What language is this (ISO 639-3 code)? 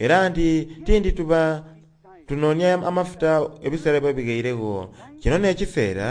xog